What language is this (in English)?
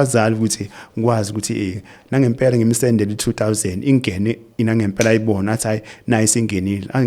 Zulu